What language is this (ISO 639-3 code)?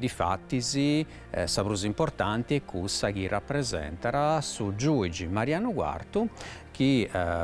srd